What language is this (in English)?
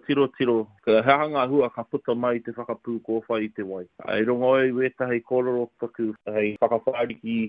Māori